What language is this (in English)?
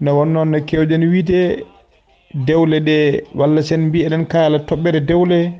Fula